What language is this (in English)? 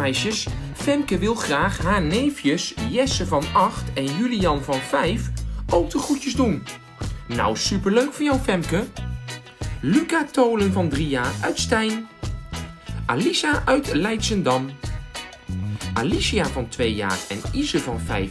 Dutch